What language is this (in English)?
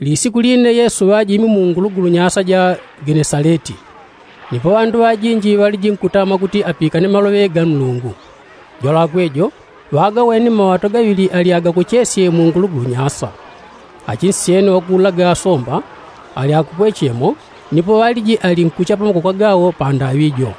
Yao